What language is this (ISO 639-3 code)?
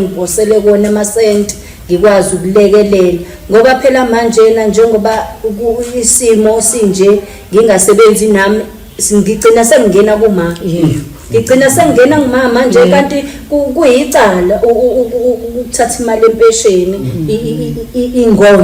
zul